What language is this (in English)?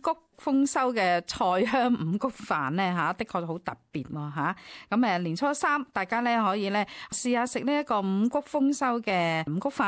Cantonese